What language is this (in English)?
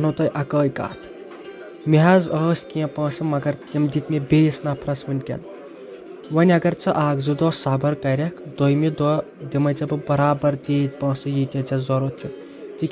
Kashmiri